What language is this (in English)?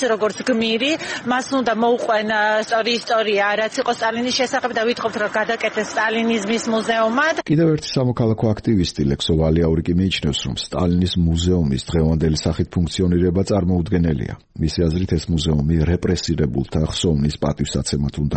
Georgian